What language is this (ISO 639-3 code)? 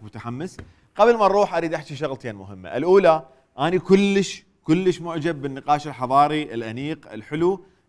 acm